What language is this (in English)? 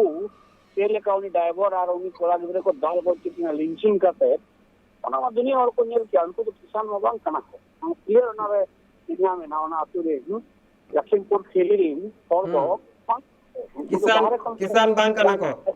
Santali